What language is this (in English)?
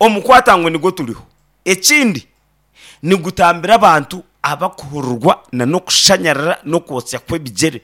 Nyankole